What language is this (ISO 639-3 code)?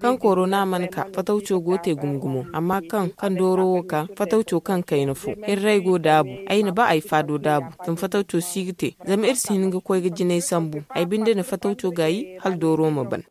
dje